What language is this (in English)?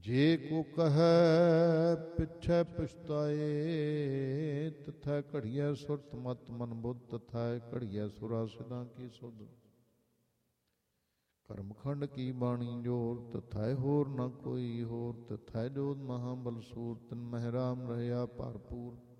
Punjabi